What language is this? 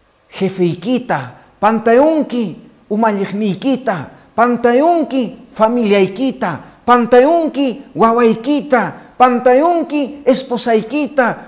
Quechua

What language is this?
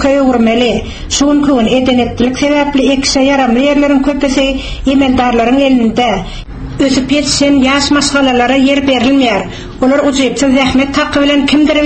Turkmen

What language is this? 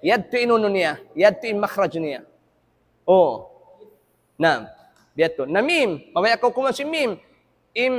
Tausug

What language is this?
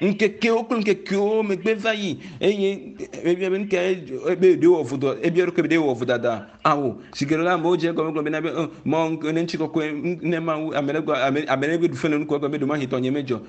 Ewe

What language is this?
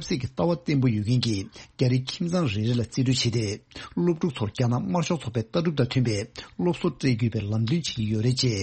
Tibetan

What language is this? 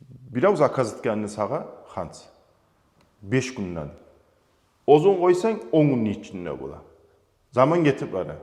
Kumyk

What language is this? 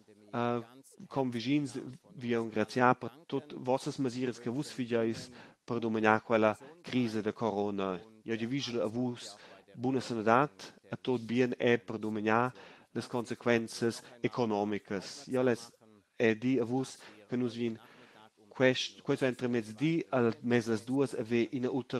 Romansh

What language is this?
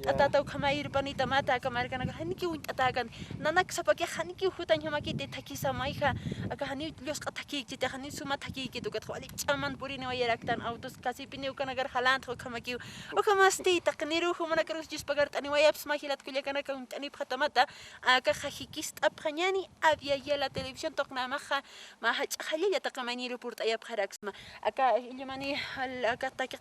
Aymara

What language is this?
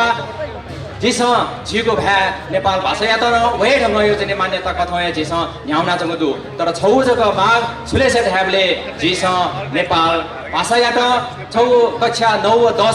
Newari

